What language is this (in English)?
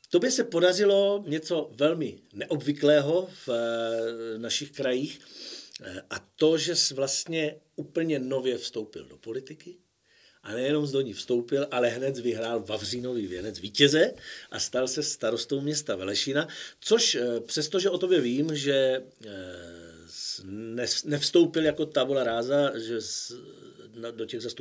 Czech